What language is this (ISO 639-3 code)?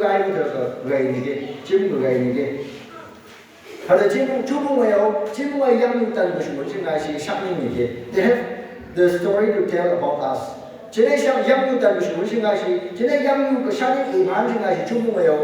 nph